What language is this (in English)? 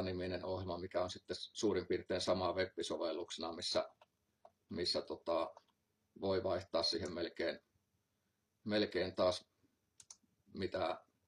Finnish